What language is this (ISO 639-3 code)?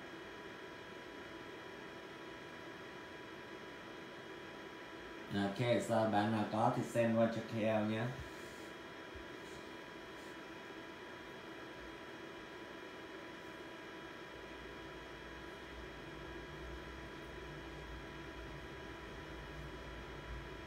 vie